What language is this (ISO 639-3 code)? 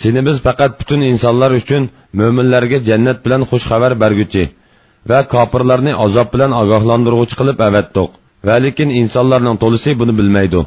uig